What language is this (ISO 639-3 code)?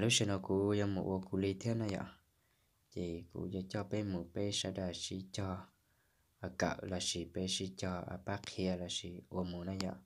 hmn